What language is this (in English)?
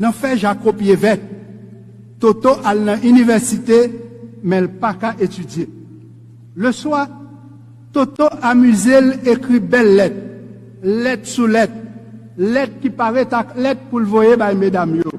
Haitian Creole